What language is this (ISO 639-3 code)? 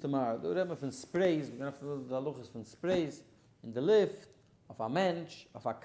yid